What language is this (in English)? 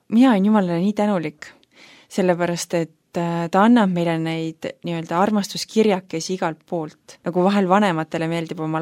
Estonian